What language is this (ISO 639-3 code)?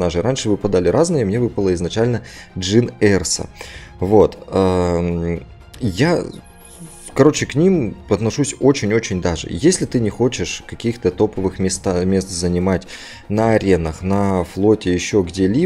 rus